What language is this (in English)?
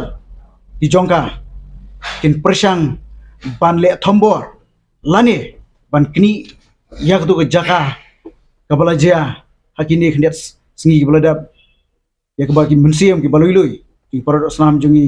Khasi